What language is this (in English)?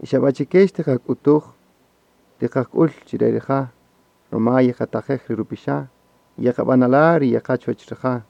Kaqchikel